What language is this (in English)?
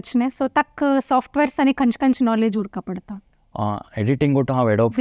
Konkani